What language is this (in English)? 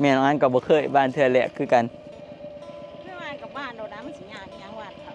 Northeastern Thai